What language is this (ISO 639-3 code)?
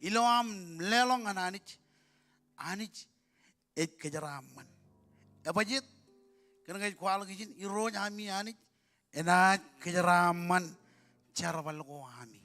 mah